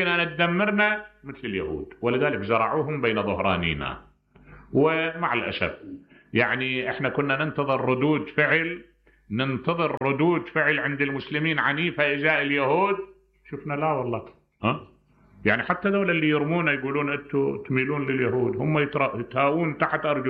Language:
Mesopotamian Arabic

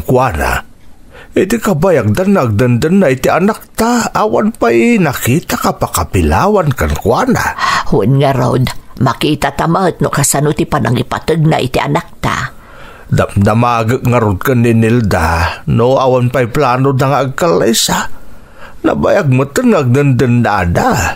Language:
Iloko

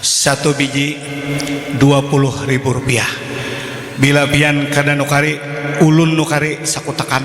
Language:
Banjar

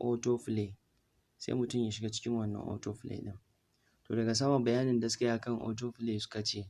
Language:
Hausa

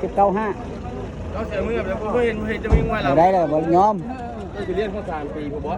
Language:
Lao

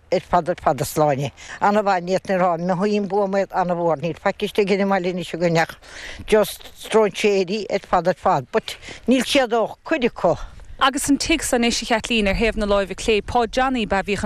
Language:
Irish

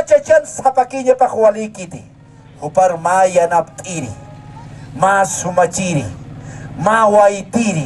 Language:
Aymara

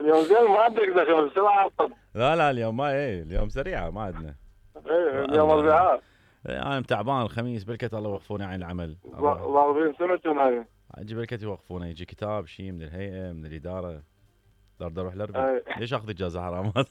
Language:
Mesopotamian Arabic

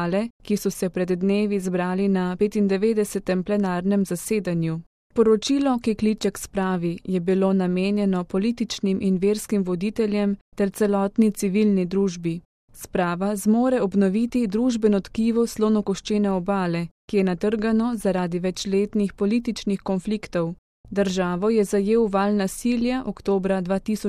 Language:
Slovenian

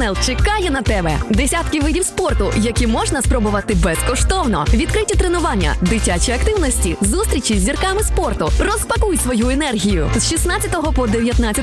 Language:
Ukrainian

